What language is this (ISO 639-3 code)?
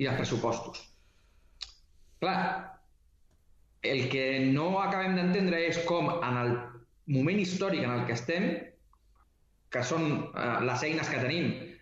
cat